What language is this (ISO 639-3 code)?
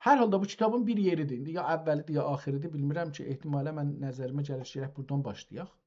azb